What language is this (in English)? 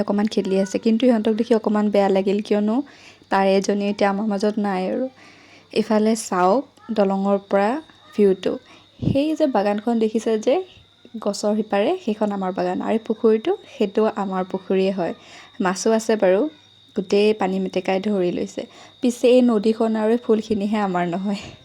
Assamese